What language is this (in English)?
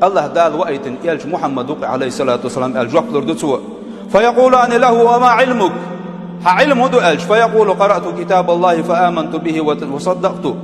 Chechen